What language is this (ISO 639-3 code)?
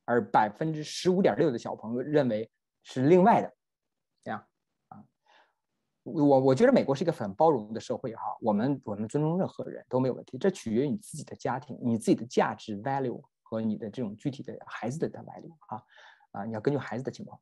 zho